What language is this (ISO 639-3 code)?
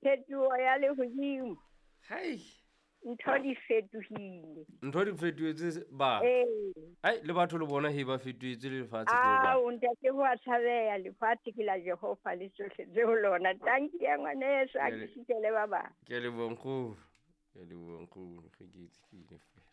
sot